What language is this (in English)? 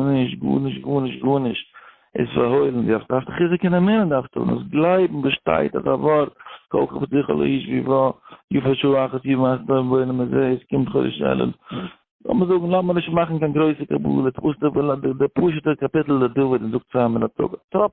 Yiddish